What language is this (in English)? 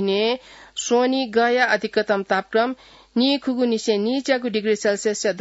Newari